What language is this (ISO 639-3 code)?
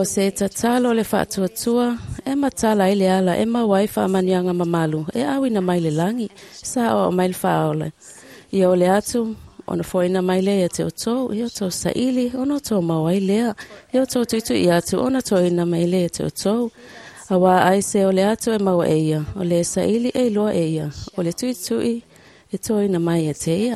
smo